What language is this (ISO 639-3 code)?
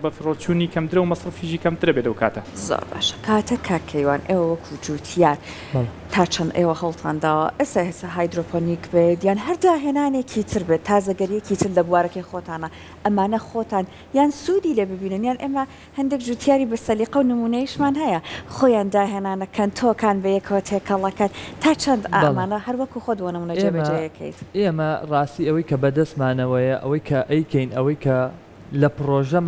ckb